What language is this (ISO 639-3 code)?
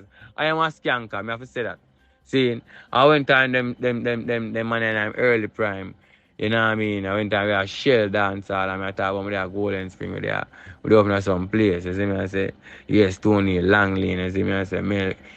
jam